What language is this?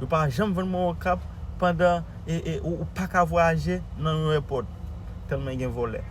Haitian Creole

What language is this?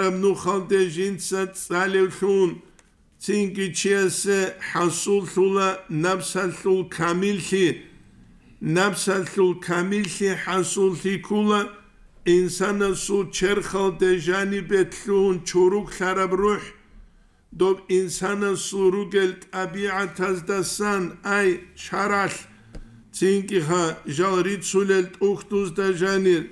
Avaric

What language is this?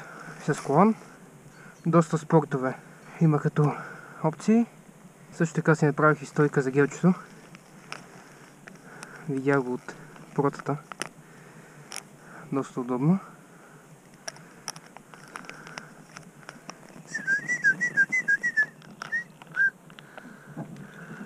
Bulgarian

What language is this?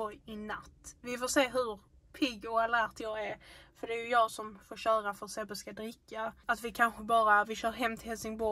Swedish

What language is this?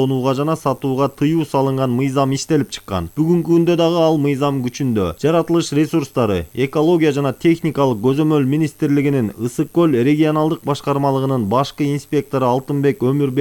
Kyrgyz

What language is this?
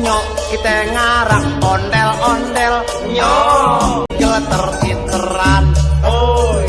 Betawi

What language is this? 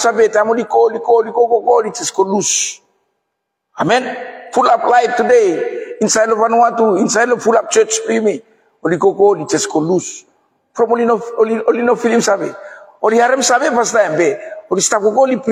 Bislama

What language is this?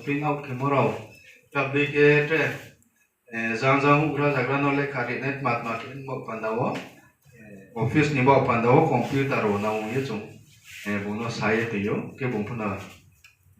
Riang (India)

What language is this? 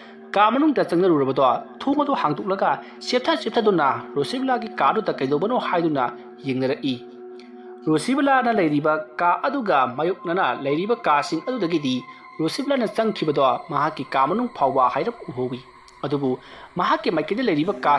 Manipuri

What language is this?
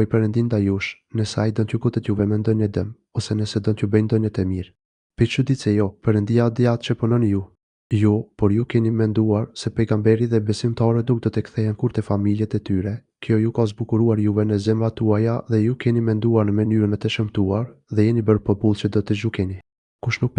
Albanian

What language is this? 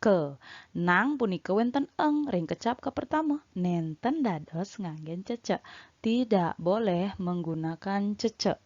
Balinese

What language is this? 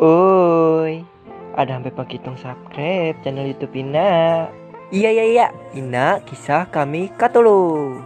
Ma'anyan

